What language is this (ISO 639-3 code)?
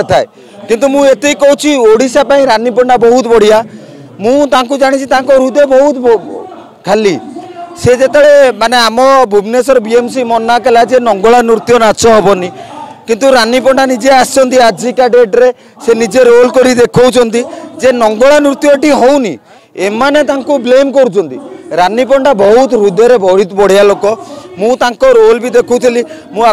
ori